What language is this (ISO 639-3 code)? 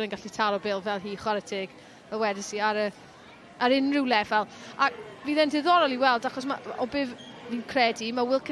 cym